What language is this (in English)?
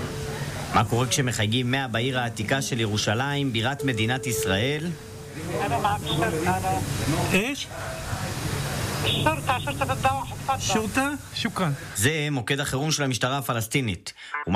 Hebrew